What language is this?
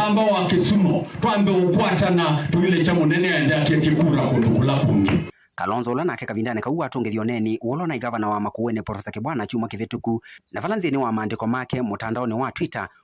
Kamba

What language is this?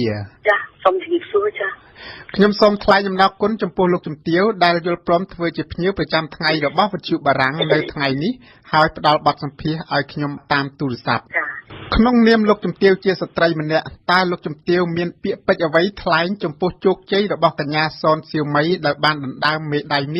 Khmer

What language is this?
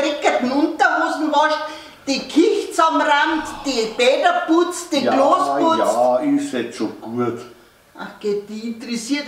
Bavarian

